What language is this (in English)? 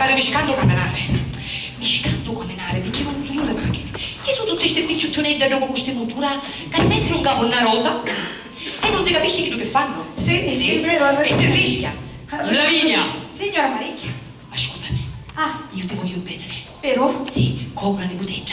Sicilian